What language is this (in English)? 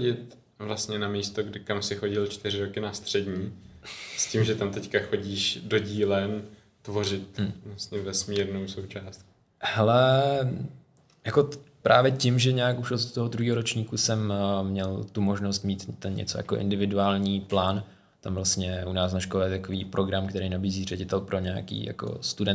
Czech